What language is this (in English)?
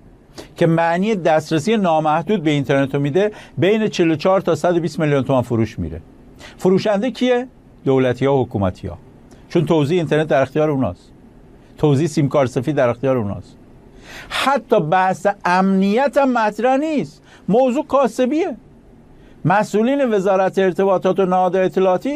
Persian